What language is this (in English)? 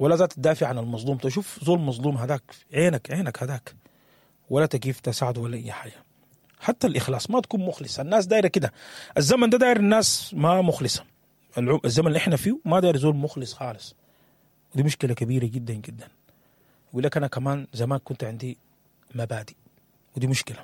Sudanese Arabic